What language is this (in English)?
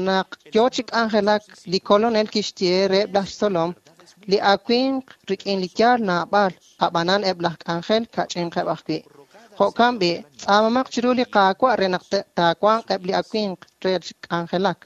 Kekchí